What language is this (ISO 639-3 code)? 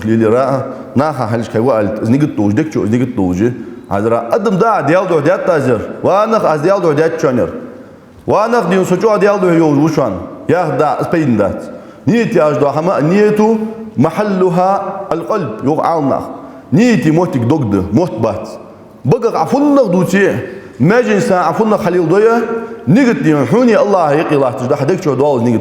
inh